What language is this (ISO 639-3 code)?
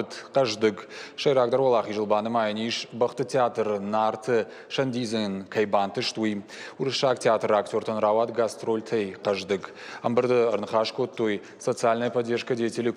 oss